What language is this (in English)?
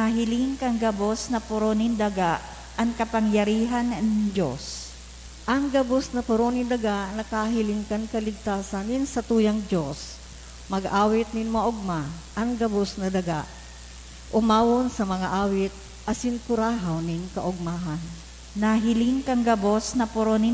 Bikol